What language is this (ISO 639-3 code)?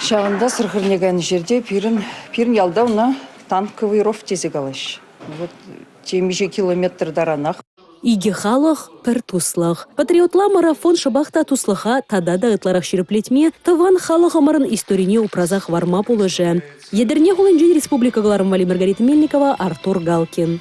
chv